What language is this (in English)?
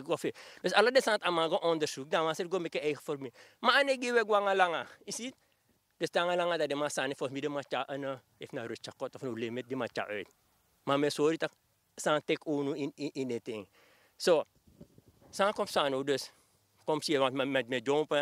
Sranan Tongo